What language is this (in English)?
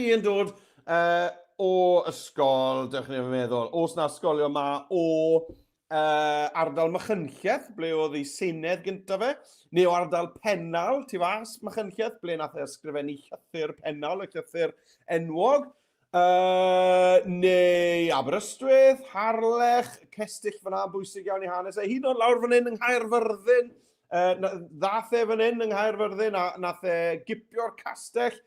Welsh